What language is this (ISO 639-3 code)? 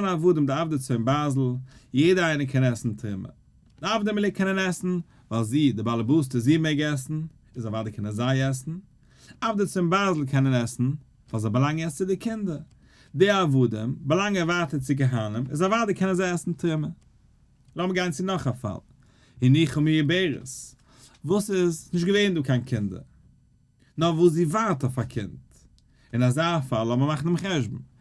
yid